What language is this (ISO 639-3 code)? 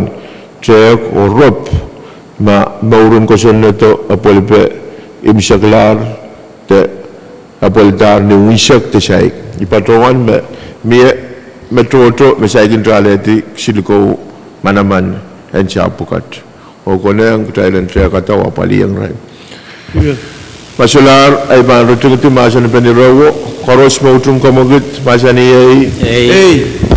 pon